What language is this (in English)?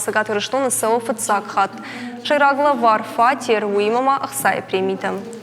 Ossetic